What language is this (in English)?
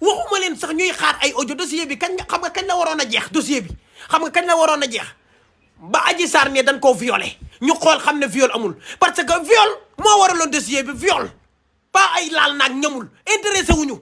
Wolof